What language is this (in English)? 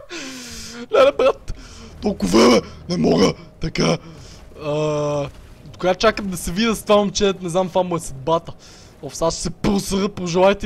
Bulgarian